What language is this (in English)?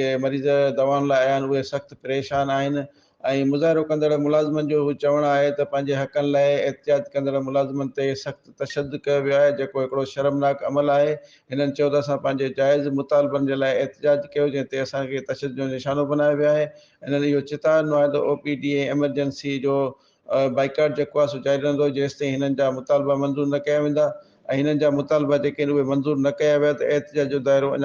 Sindhi